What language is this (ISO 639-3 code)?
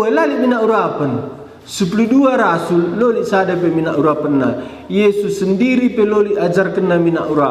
btx